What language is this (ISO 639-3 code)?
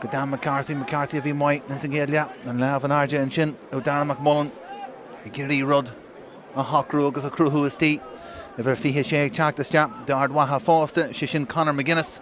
gle